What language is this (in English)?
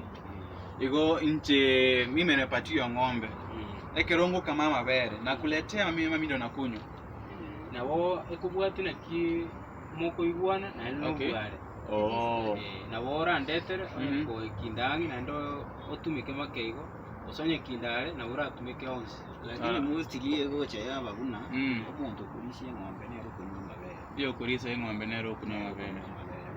Gusii